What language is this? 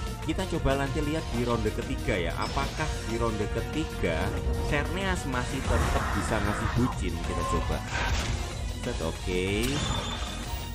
Indonesian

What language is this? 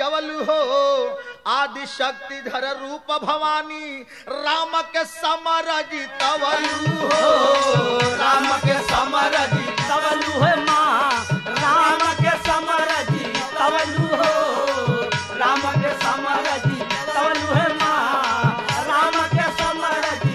Bhojpuri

